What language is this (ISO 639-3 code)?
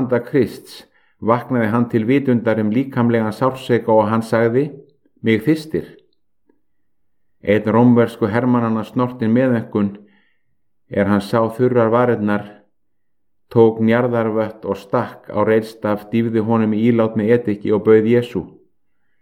isl